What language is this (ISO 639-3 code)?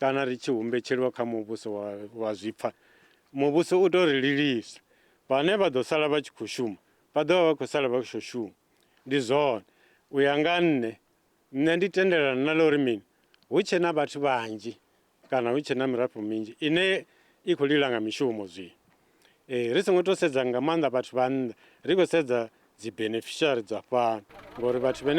ven